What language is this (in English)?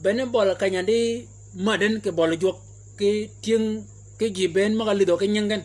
Shilluk